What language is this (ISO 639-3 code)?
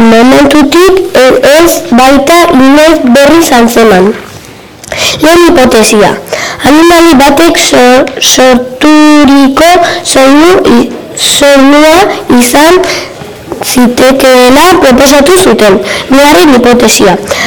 eus